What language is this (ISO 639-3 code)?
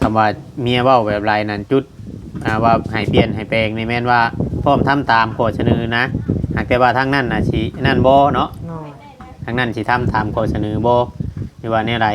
tts